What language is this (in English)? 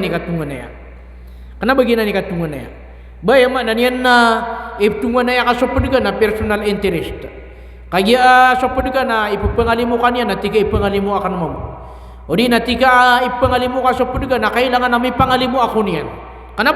Maranao